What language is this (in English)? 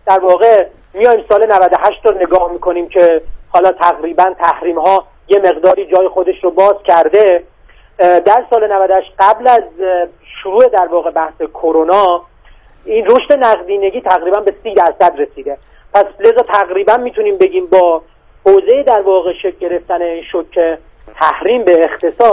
Persian